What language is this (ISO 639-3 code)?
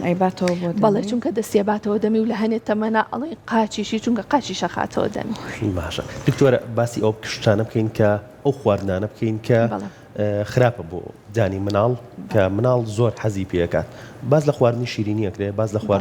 ckb